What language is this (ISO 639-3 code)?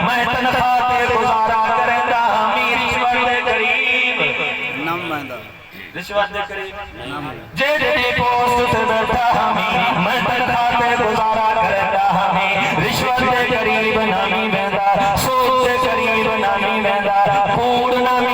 skr